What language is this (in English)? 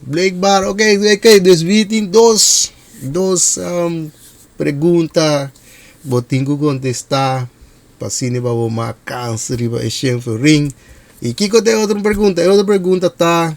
Papiamento